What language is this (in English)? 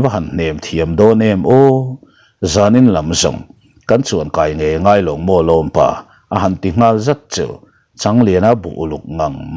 Mizo